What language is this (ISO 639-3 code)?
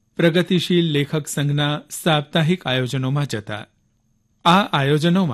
guj